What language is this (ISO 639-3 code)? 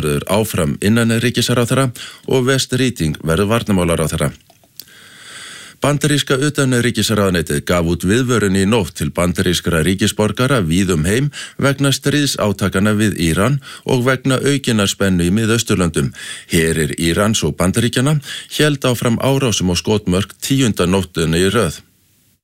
isl